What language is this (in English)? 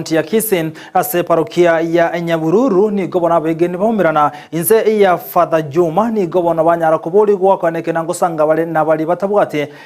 Gusii